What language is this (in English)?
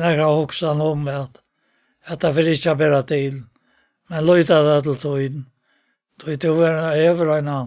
Faroese